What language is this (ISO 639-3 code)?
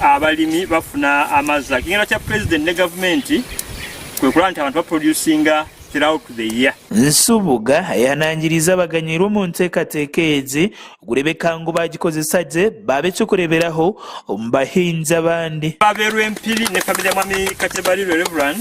nyn